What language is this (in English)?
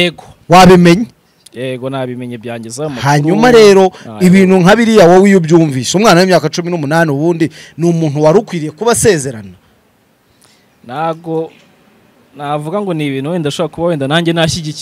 Kinyarwanda